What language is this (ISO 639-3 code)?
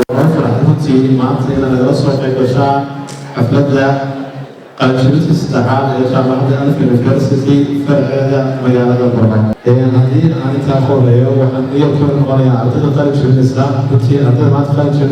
som